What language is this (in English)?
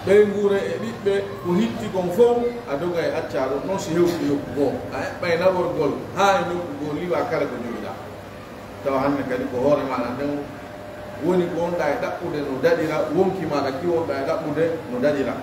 Pular